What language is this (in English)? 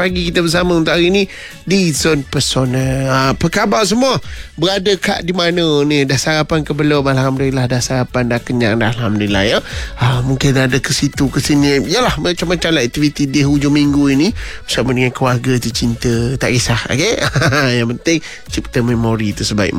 Malay